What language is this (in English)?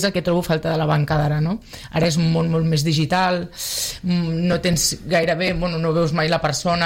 Catalan